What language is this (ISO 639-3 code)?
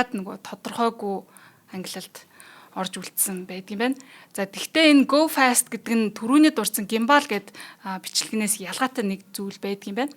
mon